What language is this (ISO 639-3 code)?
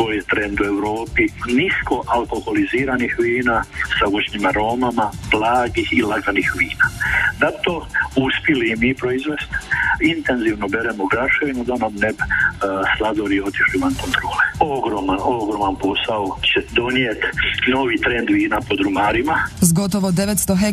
hrv